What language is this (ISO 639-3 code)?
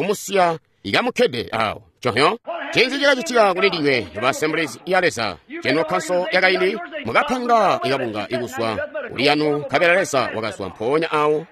toi